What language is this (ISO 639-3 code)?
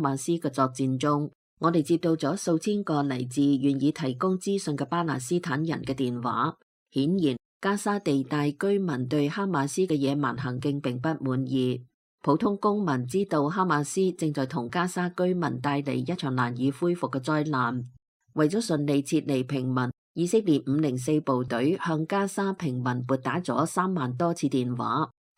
yue